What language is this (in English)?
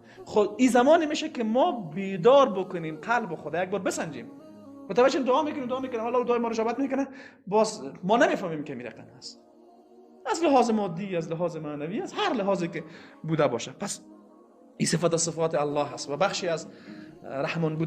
Persian